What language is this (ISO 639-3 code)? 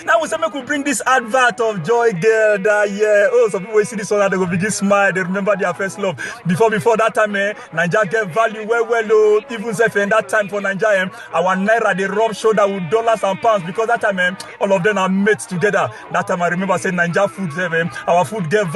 pcm